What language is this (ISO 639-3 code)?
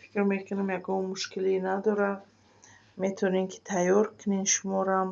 tgk